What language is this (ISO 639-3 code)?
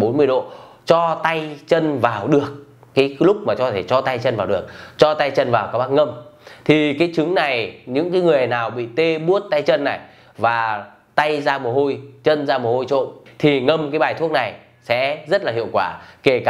vie